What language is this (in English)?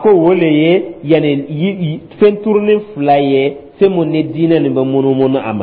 Dyula